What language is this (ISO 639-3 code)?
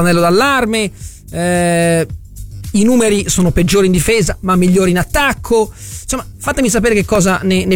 ita